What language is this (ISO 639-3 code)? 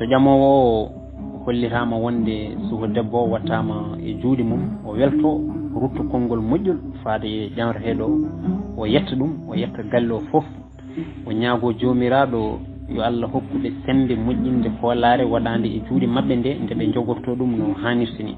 ful